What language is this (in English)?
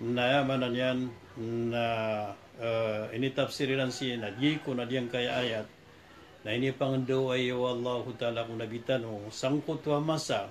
Maranao